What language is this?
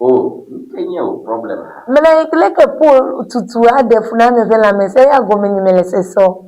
Ewe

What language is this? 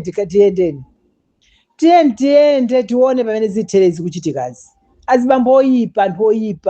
Nyanja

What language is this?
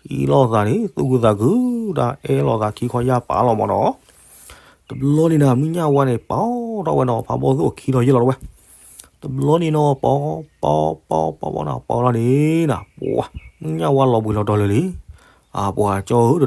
S'gaw Karen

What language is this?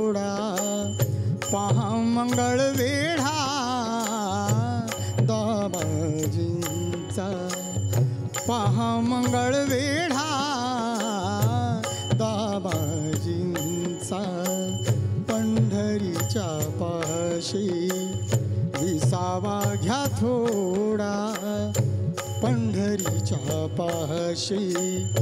Marathi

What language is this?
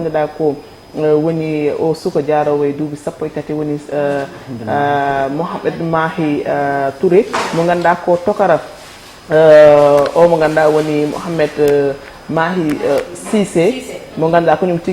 Fula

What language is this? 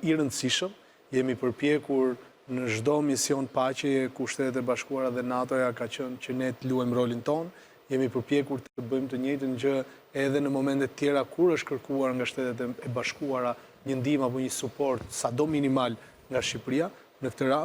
Albanian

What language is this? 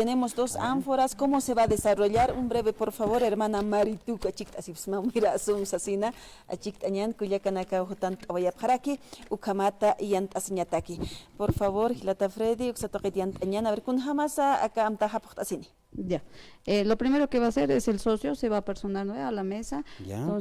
Aymara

